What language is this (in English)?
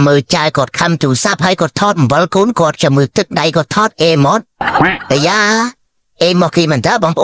Khmer